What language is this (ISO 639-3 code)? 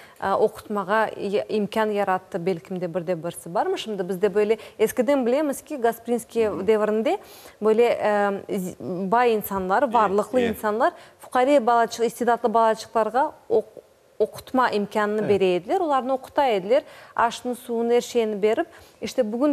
crh